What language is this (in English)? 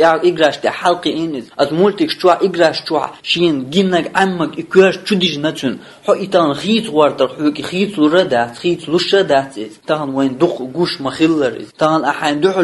Chechen